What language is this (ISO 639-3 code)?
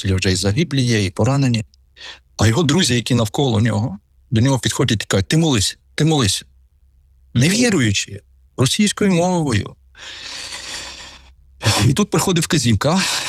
ukr